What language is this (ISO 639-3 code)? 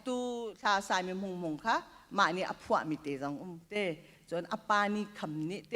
cnh